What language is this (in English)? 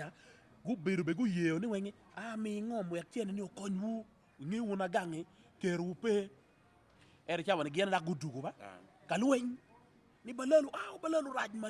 Acoli